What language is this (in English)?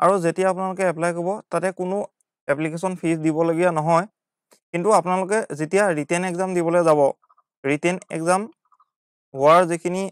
Assamese